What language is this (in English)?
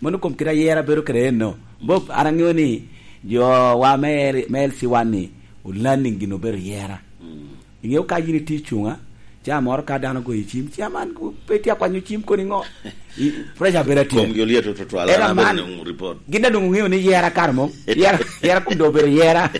Lango (Uganda)